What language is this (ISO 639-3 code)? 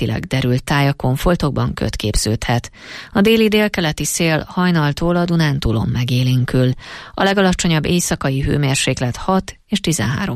hun